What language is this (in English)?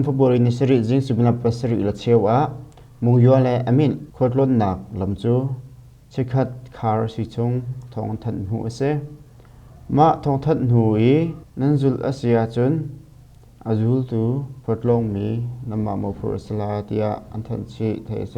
Hakha Chin